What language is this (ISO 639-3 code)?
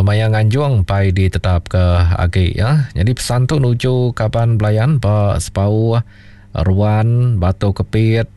iba